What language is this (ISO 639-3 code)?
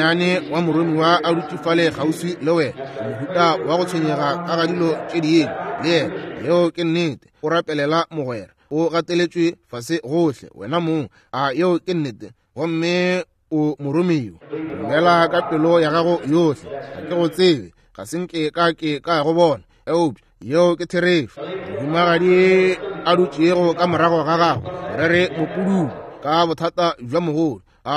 nso